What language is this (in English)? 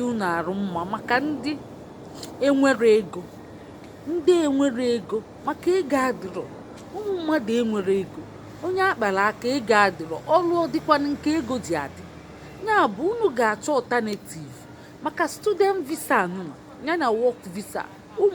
Igbo